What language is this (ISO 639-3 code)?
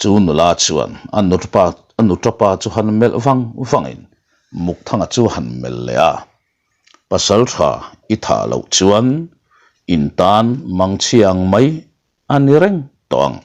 lus